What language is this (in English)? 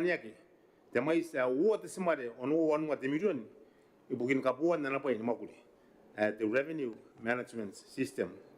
Gilbertese